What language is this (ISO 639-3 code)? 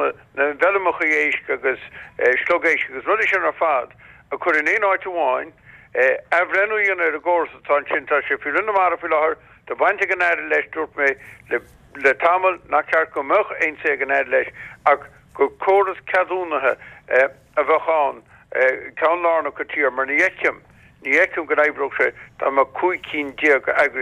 gle